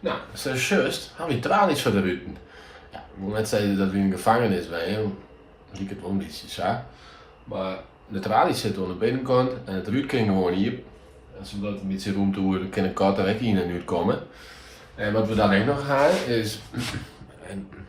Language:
Western Frisian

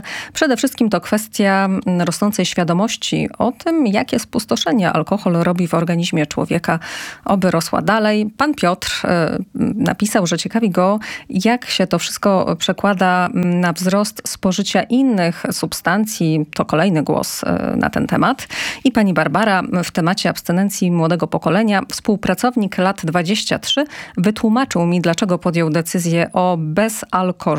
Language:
Polish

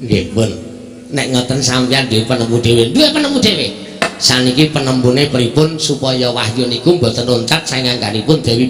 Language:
Javanese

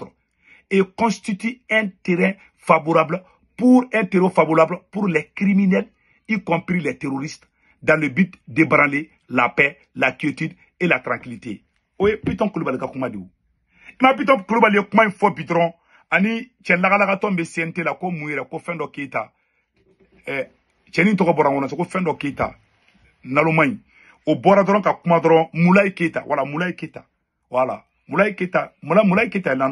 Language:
Bambara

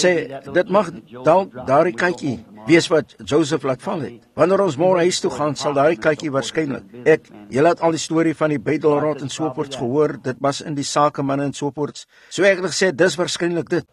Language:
Afrikaans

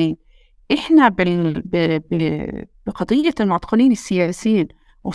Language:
North Levantine Arabic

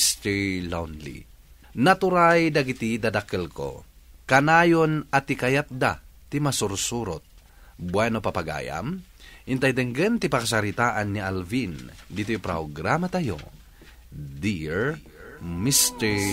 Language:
Iloko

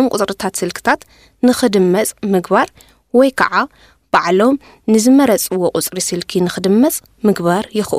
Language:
Tigrinya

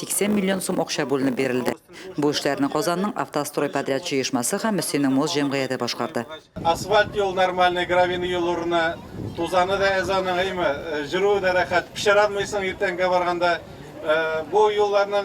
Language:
Tatar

